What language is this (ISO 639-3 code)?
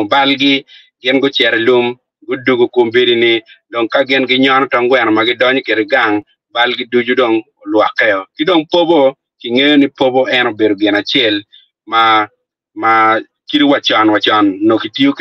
ach